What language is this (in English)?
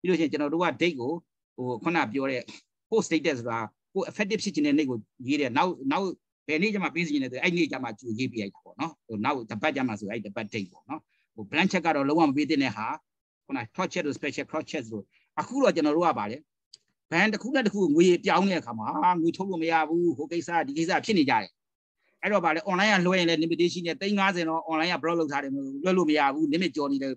Burmese